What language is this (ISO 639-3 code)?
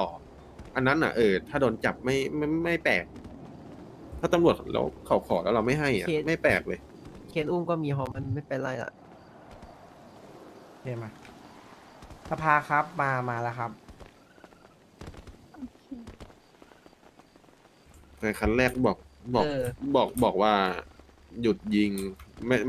tha